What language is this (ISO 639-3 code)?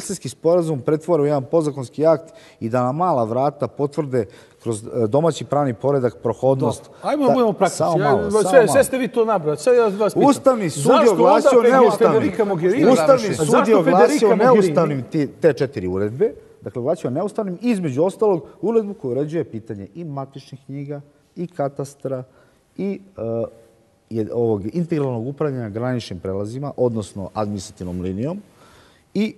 srp